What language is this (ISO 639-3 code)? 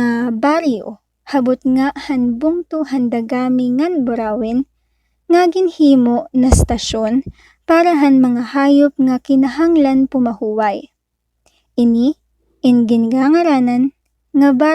war